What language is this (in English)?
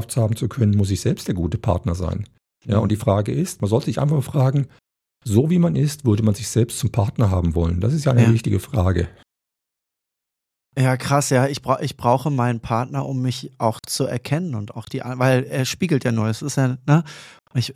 German